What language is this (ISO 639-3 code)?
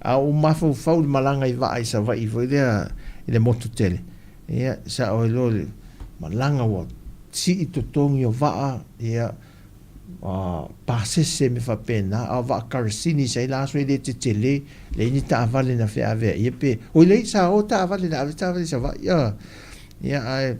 smo